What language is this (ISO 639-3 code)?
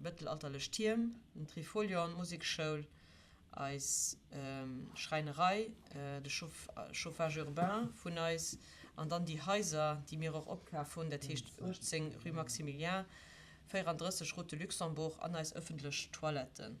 ltz